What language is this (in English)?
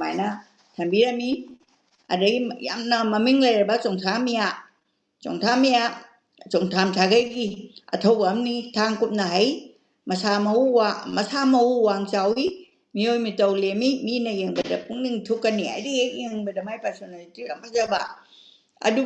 Manipuri